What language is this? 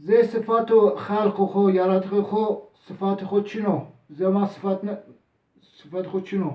Zaza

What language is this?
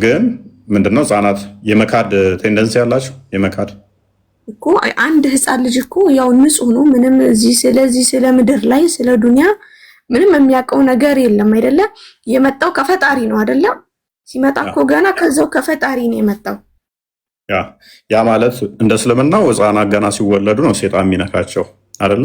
Amharic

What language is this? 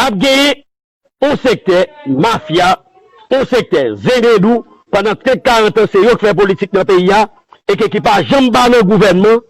Haitian Creole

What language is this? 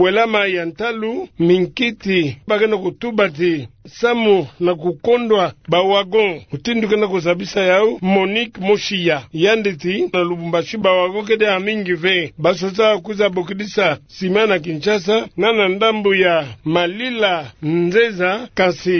Kituba (Democratic Republic of Congo)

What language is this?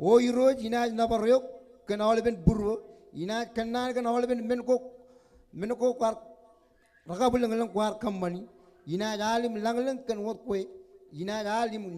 Marshallese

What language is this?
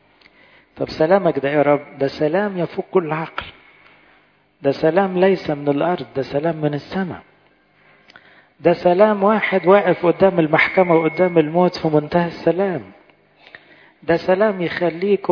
Egyptian Arabic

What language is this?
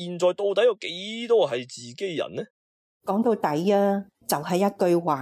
Cantonese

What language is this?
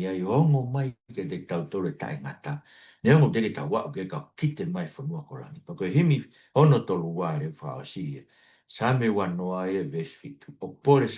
Tongan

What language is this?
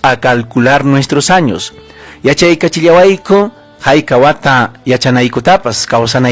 Ayacucho Quechua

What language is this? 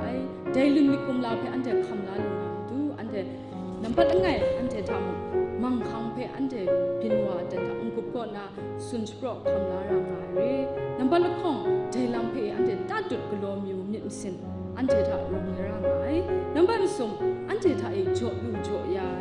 Kachin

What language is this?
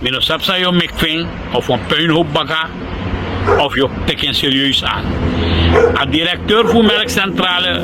Sranan Tongo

